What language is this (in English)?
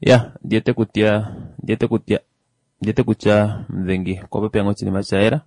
Kuanyama